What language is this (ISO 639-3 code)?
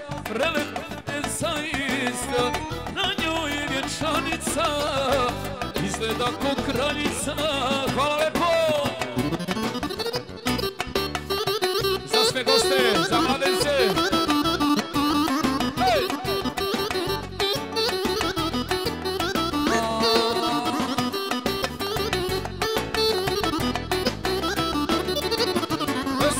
srp